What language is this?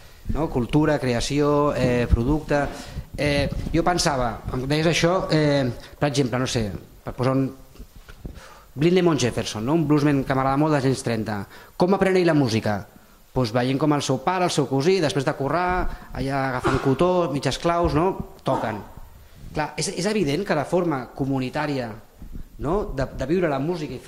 Catalan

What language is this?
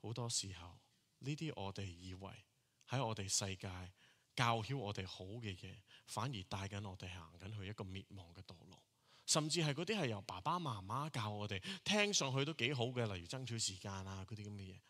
Cantonese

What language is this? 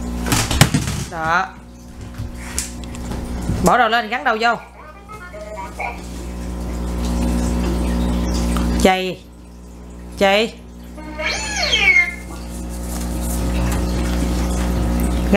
Vietnamese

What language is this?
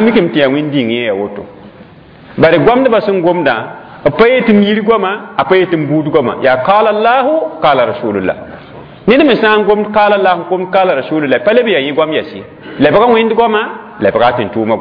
Mossi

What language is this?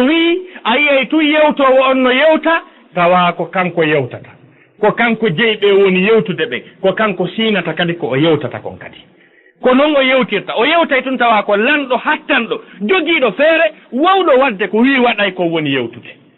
Fula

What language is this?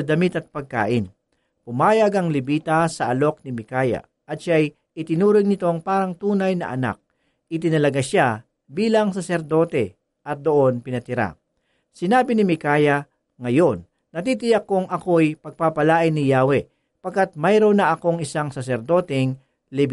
Filipino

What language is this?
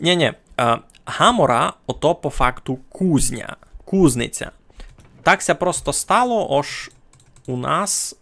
Rusyn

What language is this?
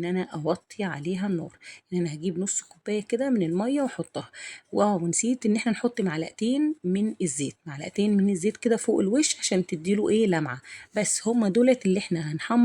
Egyptian Arabic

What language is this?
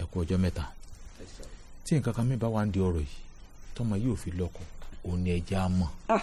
Yoruba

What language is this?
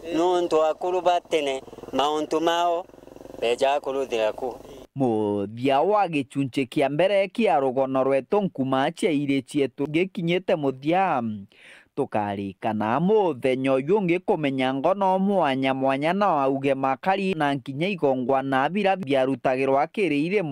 Meru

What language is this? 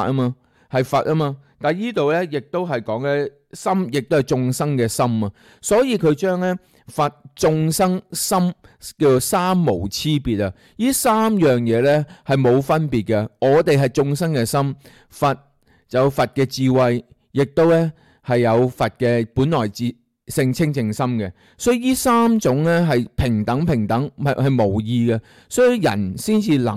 Cantonese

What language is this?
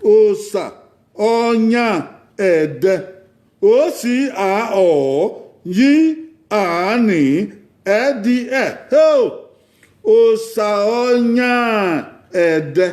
Bini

